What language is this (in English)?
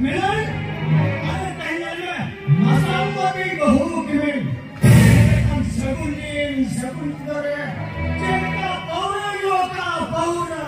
Santali